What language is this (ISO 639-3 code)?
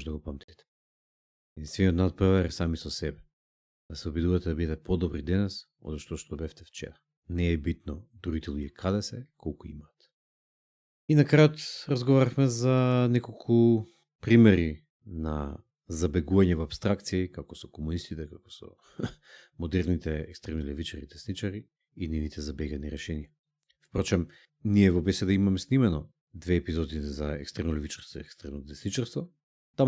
mkd